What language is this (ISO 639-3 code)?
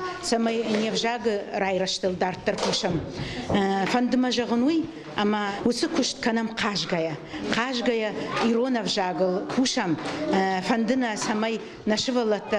oss